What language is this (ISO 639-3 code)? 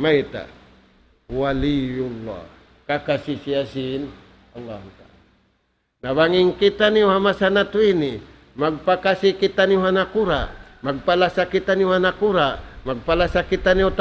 tsg